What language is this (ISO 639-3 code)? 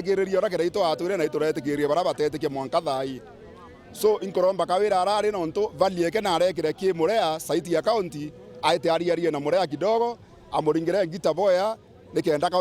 mer